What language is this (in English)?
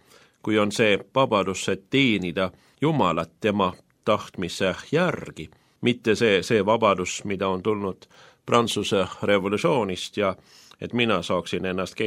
Estonian